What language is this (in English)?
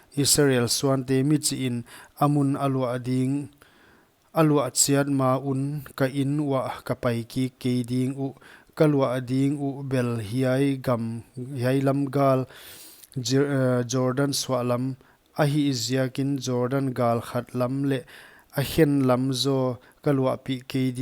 Paite Chin